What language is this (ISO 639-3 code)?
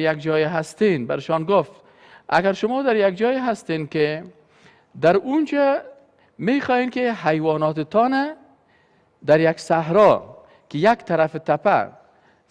fas